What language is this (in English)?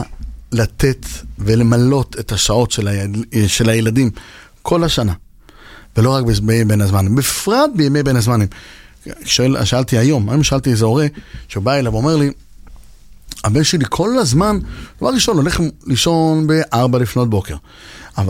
Hebrew